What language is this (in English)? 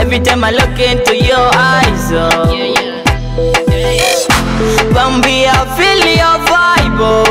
Nyoro